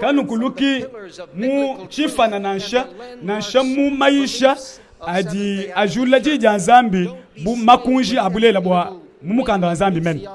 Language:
Luba-Lulua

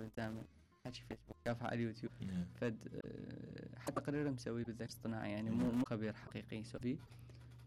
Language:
Mesopotamian Arabic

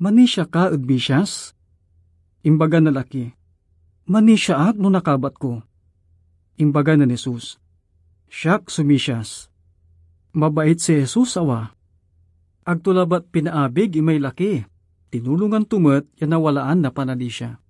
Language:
Pangasinan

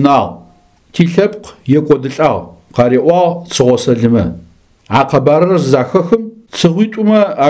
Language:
Adyghe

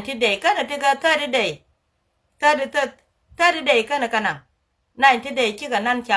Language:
Nuer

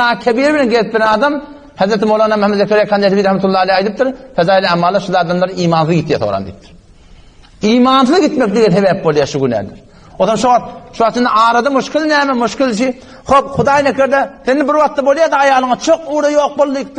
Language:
Turkmen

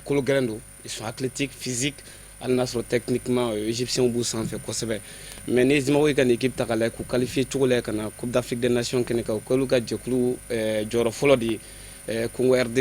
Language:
Bambara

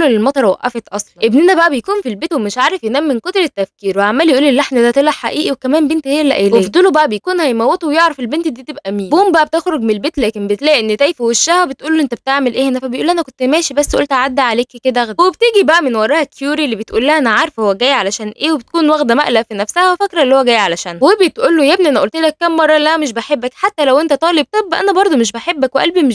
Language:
Egyptian Arabic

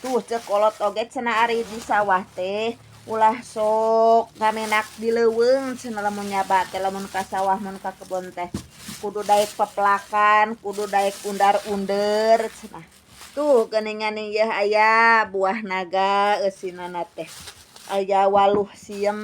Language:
Sundanese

